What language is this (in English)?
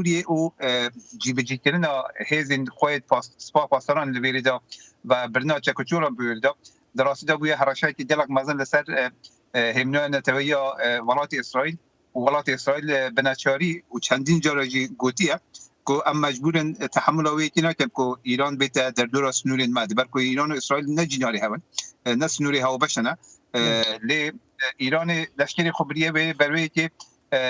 Kurdish